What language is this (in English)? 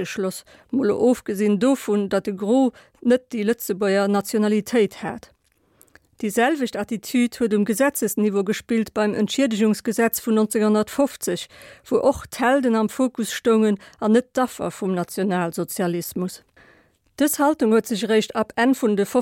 Luxembourgish